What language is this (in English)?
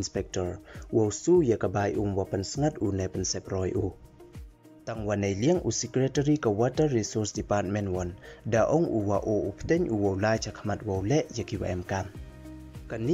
Pnar